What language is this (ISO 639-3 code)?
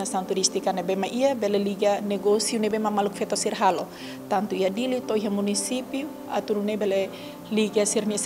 tet